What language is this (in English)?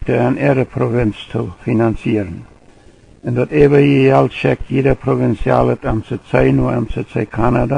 Plautdietsch